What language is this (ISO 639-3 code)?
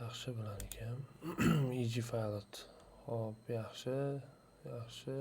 uzb